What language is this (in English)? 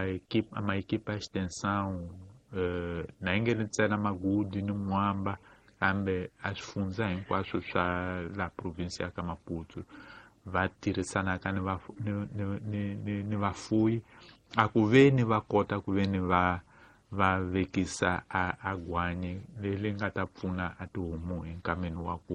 Tsonga